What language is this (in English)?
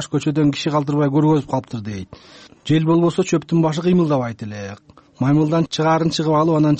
Kyrgyz